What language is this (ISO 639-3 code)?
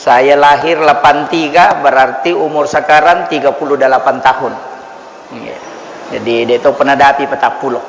bug